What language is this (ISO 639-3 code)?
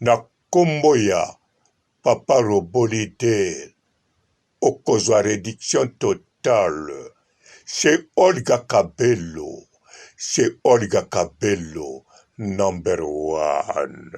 lin